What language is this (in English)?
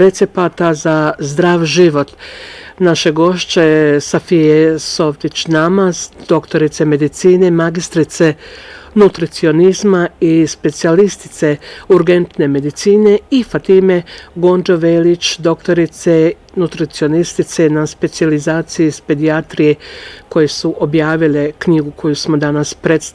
Bosnian